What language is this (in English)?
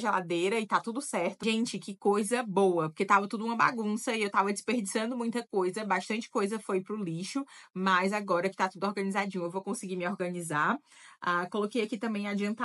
Portuguese